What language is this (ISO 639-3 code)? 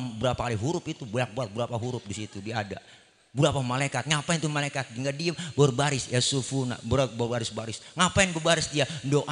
bew